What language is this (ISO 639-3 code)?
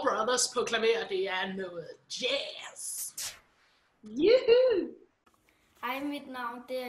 dan